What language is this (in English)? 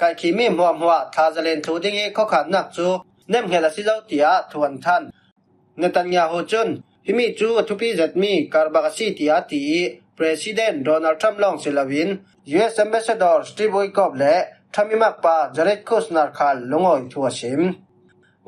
Falam Chin